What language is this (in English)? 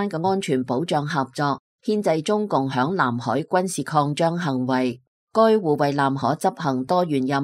Cantonese